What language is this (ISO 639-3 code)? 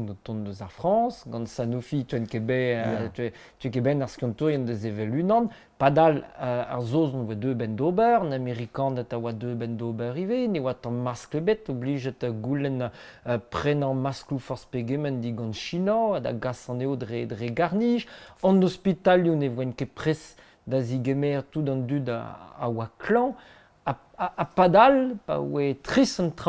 bre